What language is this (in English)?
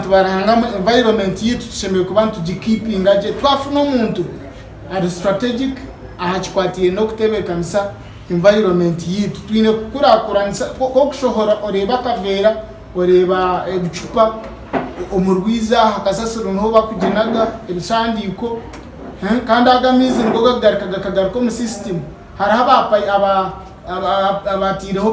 Nyankole